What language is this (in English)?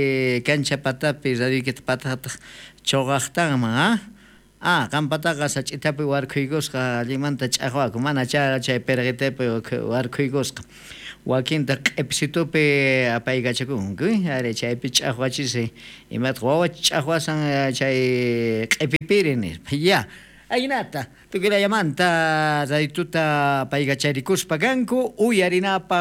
South Bolivian Quechua